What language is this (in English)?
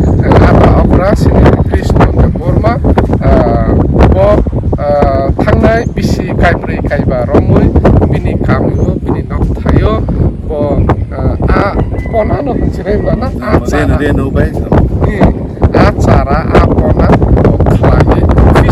Kok Borok